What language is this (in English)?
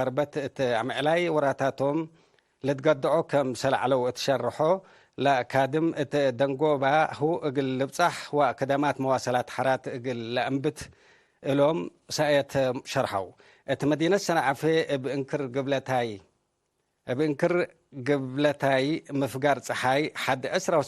Tigre